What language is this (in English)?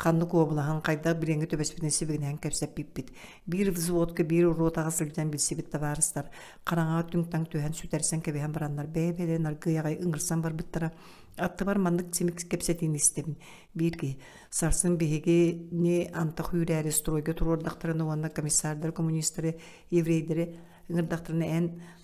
Yakut